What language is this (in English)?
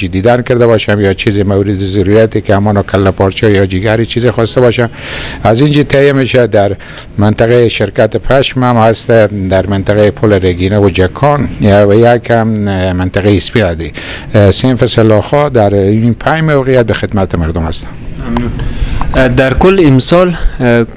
Persian